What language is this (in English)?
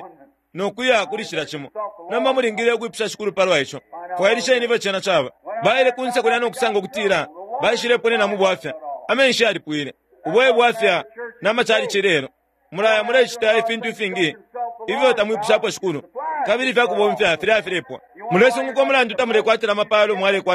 Bemba